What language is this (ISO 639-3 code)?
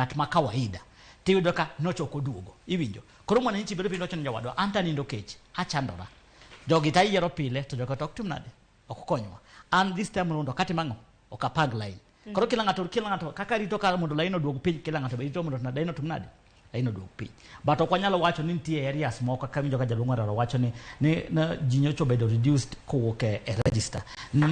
luo